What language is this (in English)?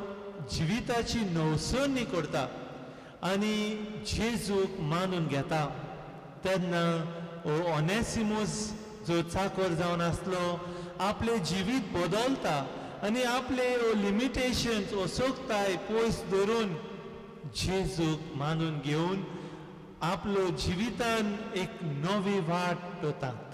Konkani